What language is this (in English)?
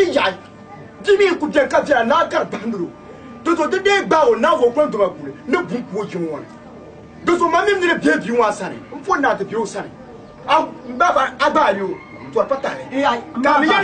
Dagbani